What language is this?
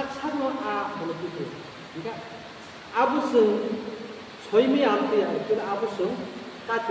Kok Borok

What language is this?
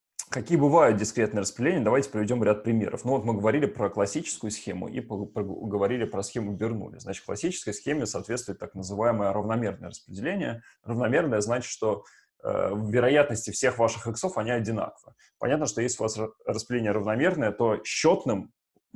Russian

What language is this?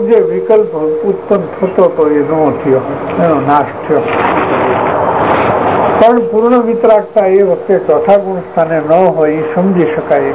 Gujarati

